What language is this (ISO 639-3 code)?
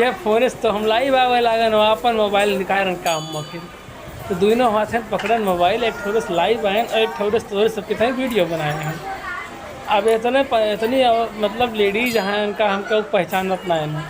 awa